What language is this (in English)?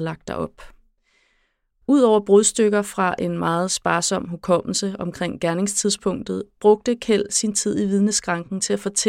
Danish